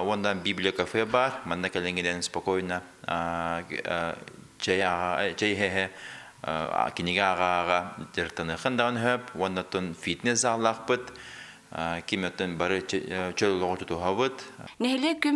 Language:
Yakut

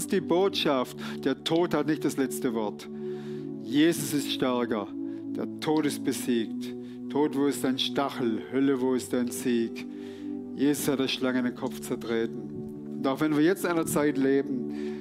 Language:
Swiss German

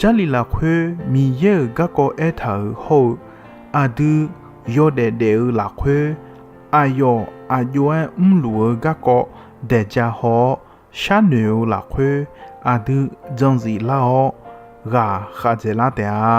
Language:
Akha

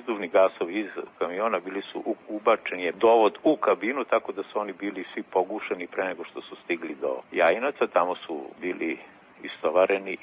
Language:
Serbian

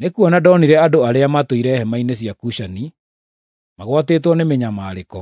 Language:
Kikuyu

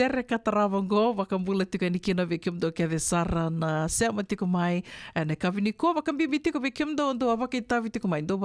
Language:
Fijian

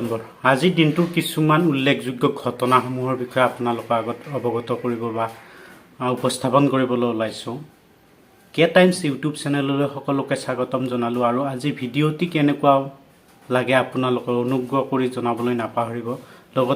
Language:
Assamese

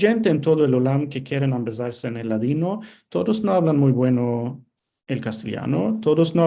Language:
Ladino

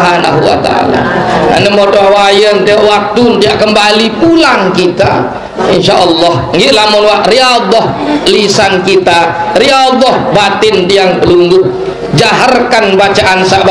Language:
Sasak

